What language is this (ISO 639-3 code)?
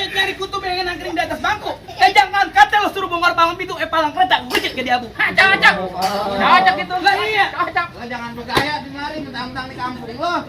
bew